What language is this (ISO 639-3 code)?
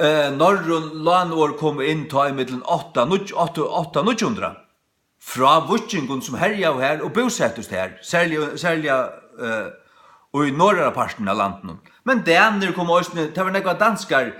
fao